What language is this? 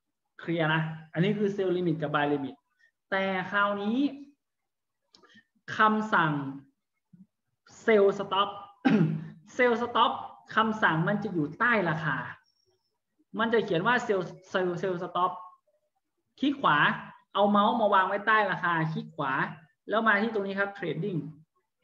Thai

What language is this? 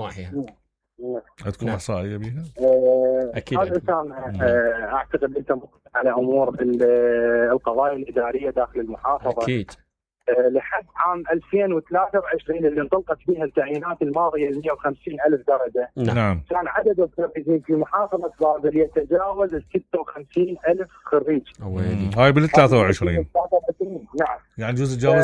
Mesopotamian Arabic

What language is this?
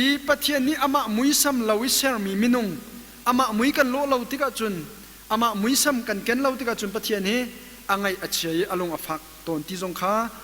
Hakha Chin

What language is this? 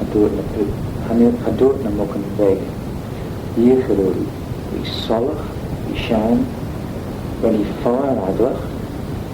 Manx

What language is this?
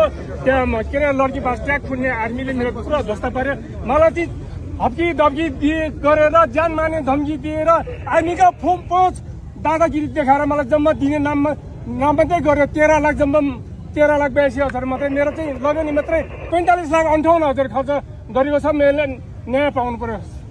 Nepali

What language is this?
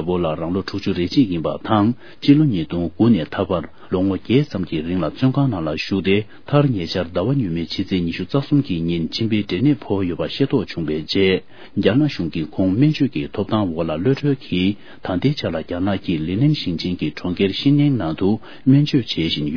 Tibetan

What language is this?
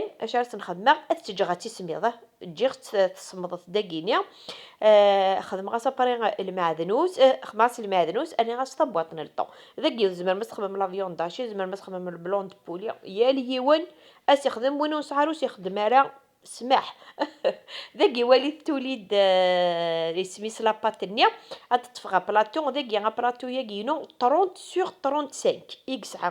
Kabyle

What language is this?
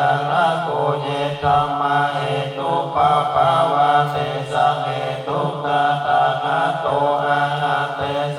Pali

